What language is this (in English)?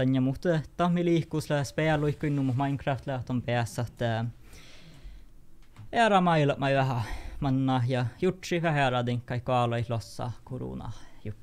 Northern Sami